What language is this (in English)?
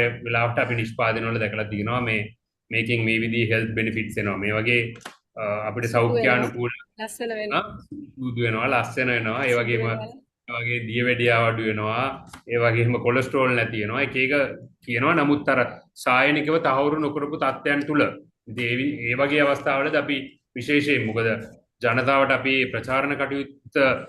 Sinhala